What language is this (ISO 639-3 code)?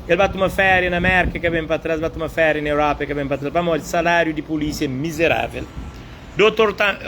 kea